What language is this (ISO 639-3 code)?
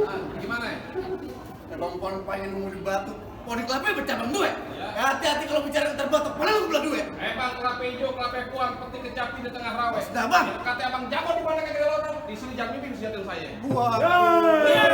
bew